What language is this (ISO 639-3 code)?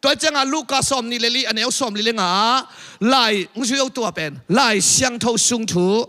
ctd